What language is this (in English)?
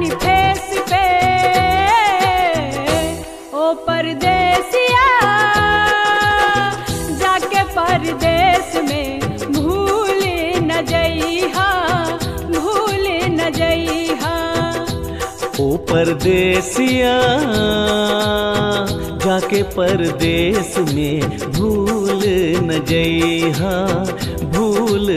Bhojpuri